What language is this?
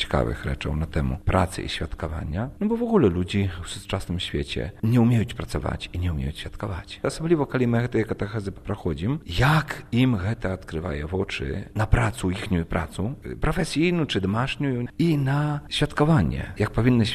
Belarusian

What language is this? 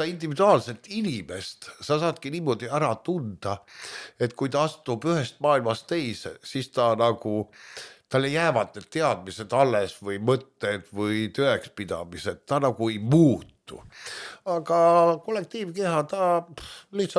Estonian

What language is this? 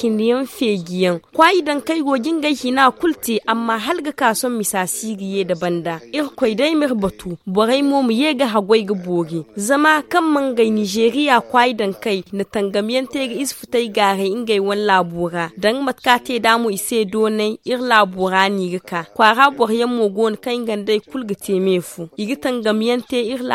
Zarma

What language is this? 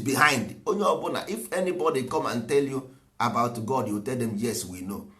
Igbo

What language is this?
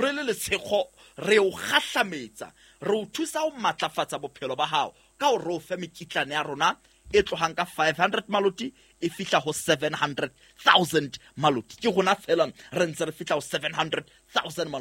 Southern Sotho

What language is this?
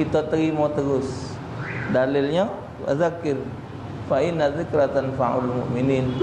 Musi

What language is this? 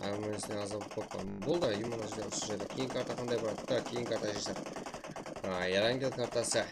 Kara-Kalpak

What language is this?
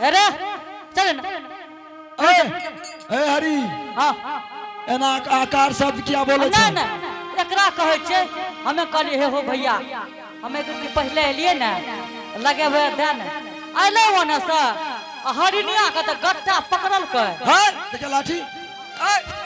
Angika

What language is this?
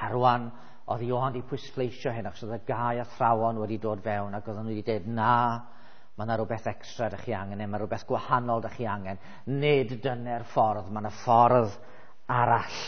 Welsh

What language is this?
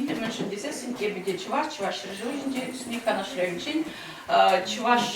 Chuvash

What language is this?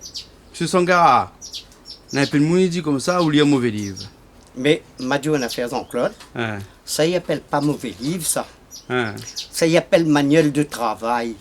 Réunion Creole French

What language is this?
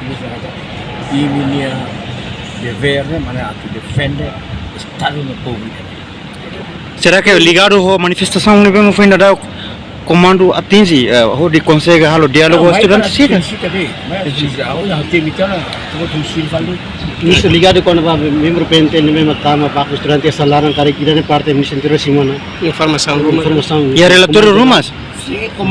Tetum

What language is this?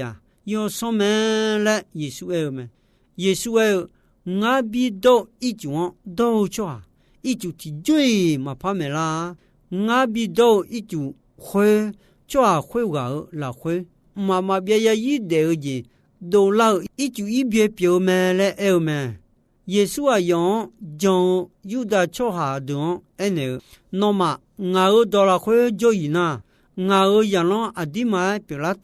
Akha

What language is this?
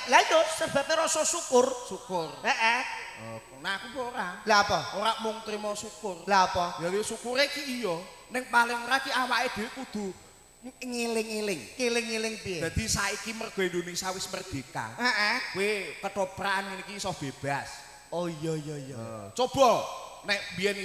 Javanese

